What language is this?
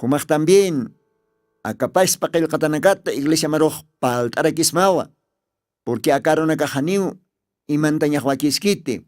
Aymara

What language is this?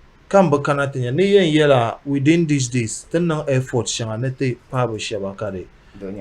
Dagbani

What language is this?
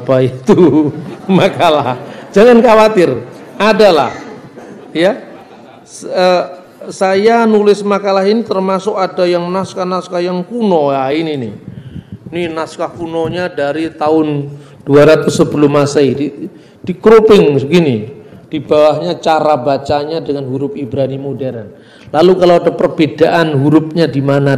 Indonesian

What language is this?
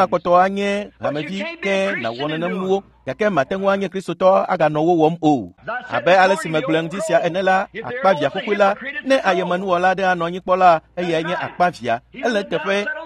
Ewe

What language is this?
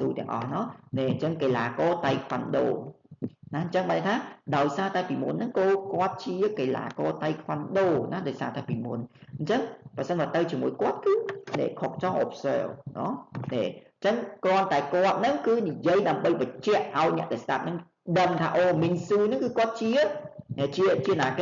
Khmer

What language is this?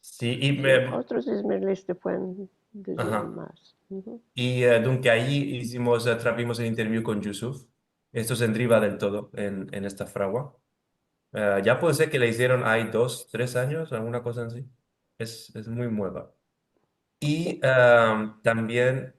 Ladino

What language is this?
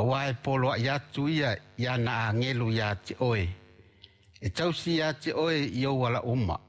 Samoan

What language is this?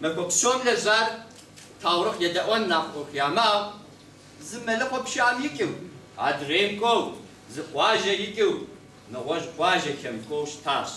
Kabardian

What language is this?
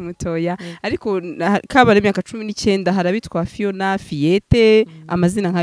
Kinyarwanda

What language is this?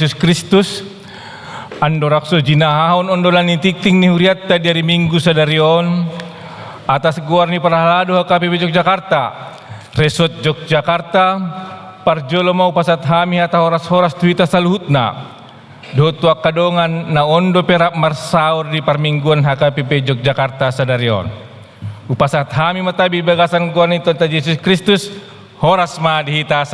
Batak Toba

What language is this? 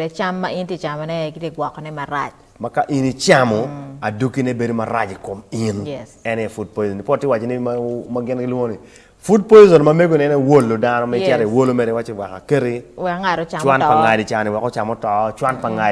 Acoli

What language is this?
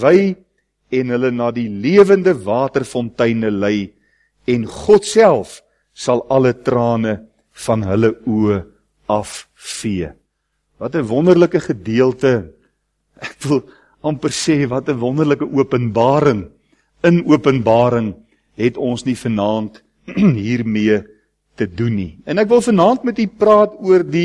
Afrikaans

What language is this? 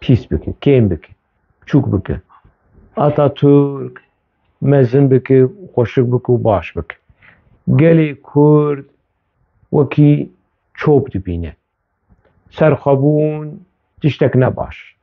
Kurdish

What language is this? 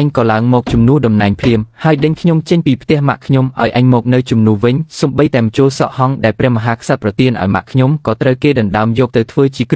Khmer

